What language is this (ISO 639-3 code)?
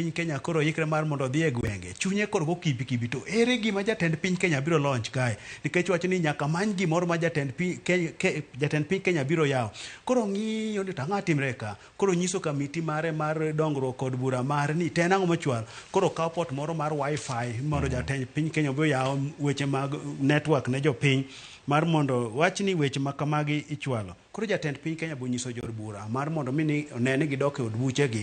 luo